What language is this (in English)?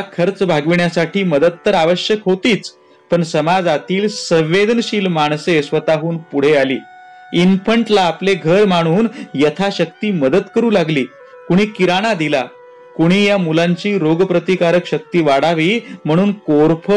Marathi